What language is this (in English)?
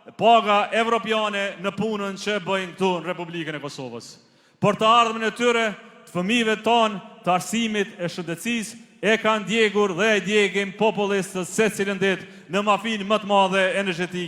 Albanian